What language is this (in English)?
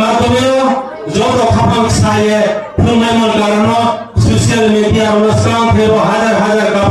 Riang (India)